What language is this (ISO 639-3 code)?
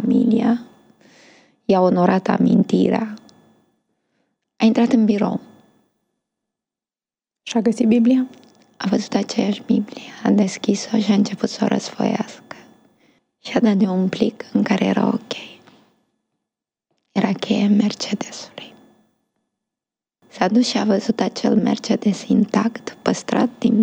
ron